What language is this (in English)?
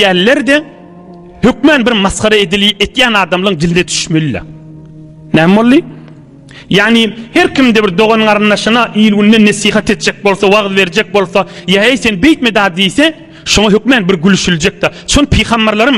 Turkmen